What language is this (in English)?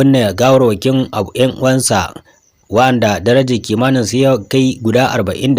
Hausa